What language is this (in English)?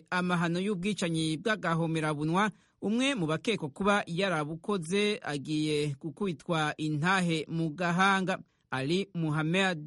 Kinyarwanda